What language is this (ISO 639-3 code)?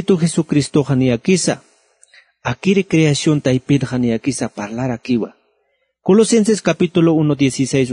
aym